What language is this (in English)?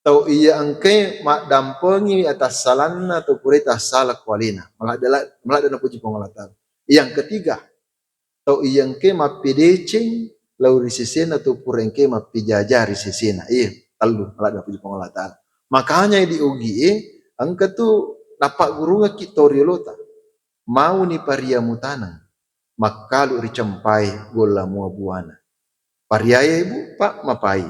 Buginese